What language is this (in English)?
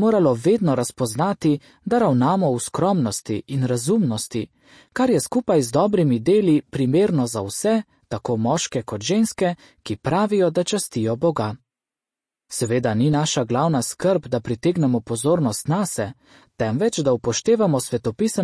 Slovenian